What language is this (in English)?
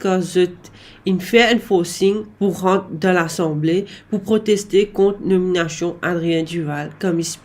Morisyen